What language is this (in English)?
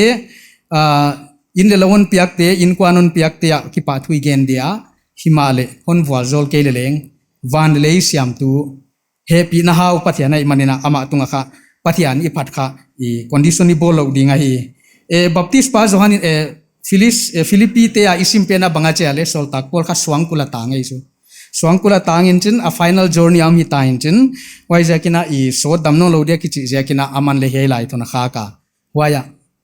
Paite Chin